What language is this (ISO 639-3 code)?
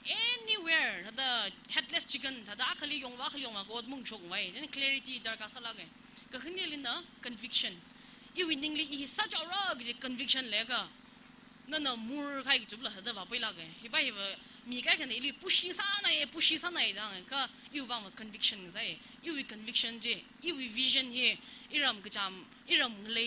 nmf